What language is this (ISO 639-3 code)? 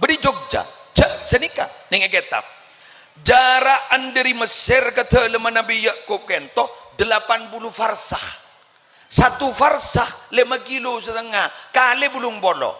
mad